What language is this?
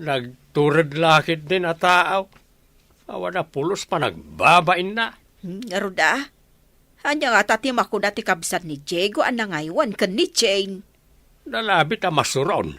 Iloko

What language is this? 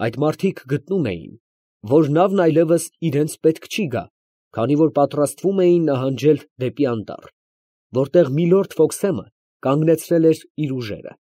Armenian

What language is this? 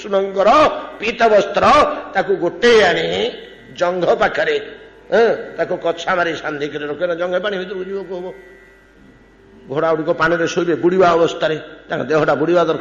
Odia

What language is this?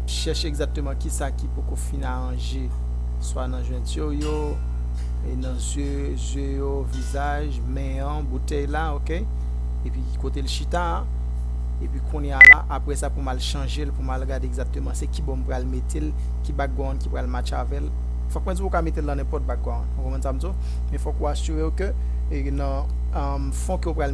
Haitian Creole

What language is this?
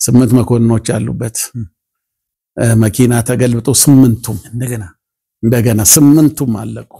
Amharic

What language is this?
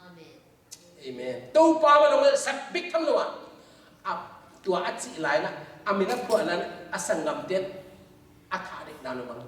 Tedim Chin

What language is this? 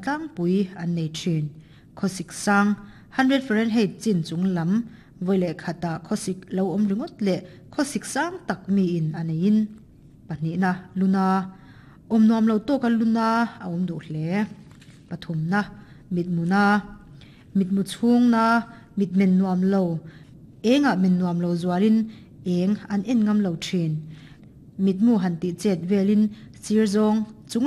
Mizo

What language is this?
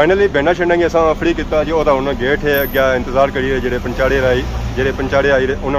Pahari-Potwari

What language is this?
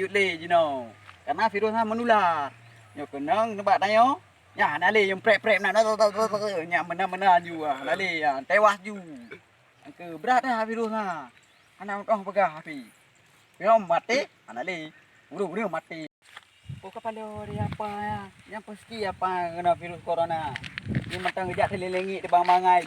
Achinese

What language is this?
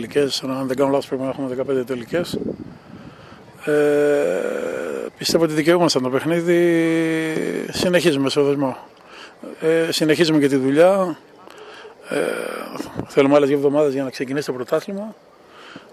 Greek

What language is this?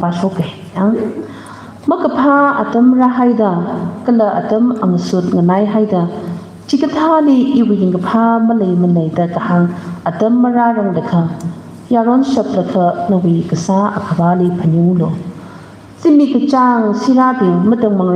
Tangkhul Naga (India)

